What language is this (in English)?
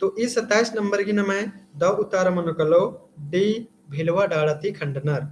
Kurukh